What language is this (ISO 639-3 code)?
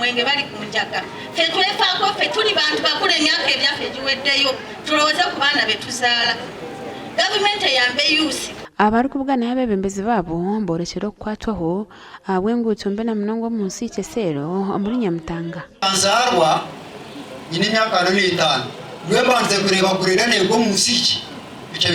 nyn